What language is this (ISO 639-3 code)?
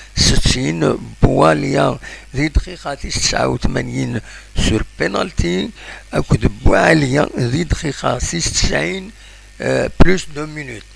kab